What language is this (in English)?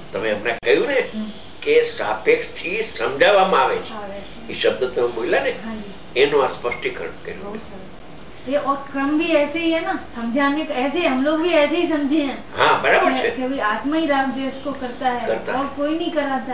Gujarati